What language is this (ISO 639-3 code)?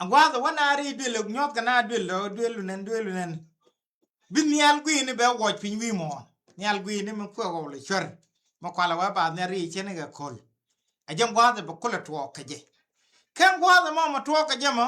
nus